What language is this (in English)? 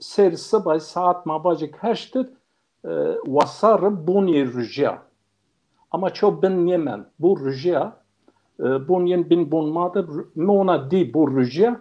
Zaza